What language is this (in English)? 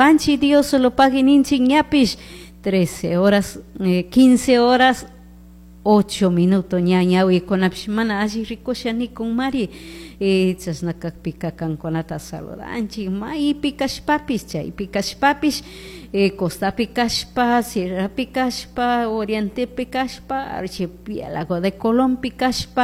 Chimborazo Highland Quichua